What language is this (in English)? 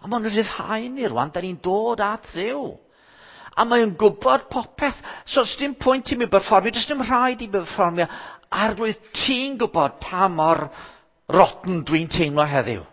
Welsh